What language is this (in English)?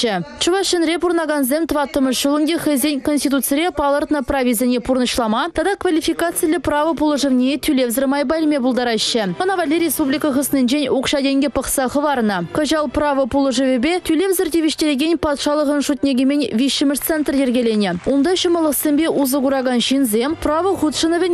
Chuvash